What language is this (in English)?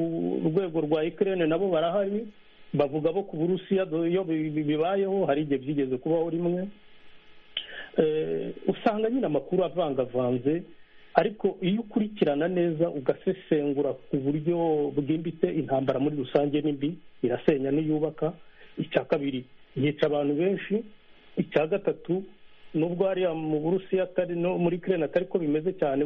Kinyarwanda